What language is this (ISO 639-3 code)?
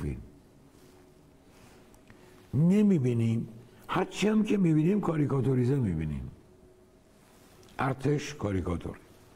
fas